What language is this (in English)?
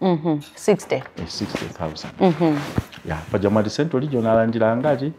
Nyanja